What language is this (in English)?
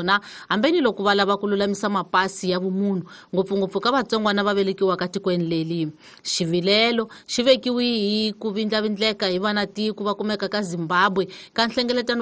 Tsonga